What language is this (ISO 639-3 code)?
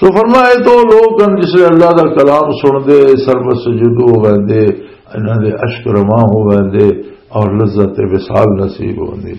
lah